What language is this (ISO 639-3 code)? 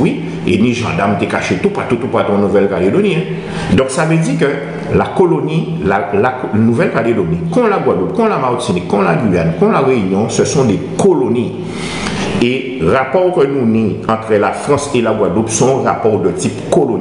gcf